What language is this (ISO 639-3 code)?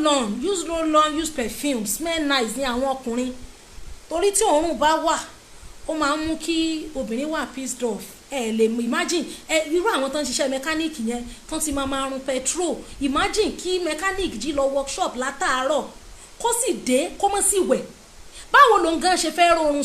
yor